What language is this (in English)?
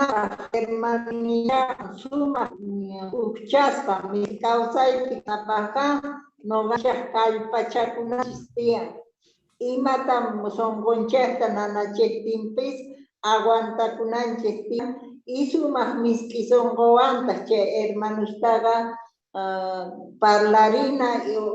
Quechua